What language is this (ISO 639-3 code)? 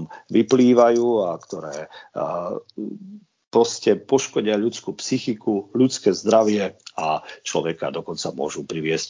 slk